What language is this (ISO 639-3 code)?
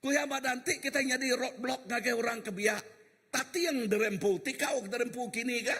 iba